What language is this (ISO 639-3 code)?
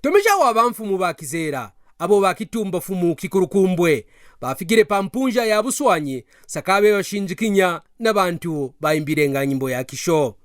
kqn